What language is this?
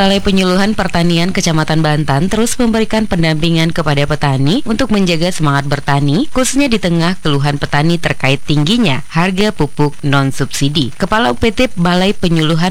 Indonesian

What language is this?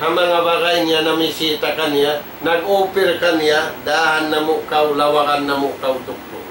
Tausug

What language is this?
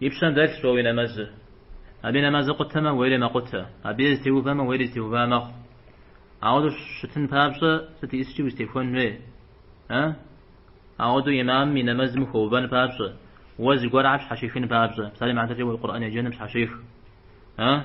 Kabardian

